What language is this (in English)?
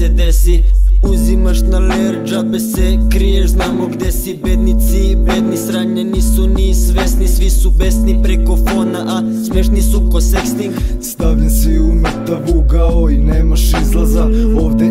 Serbian